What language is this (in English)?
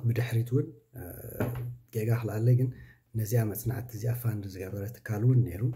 Tigrinya